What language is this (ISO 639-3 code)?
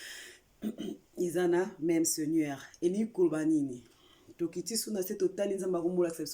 lin